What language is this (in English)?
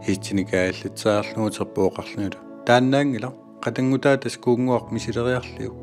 Kalaallisut